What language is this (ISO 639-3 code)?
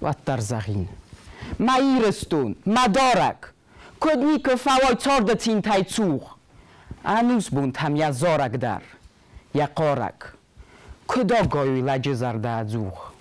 oss